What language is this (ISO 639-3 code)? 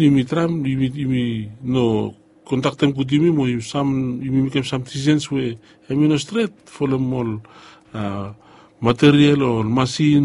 bis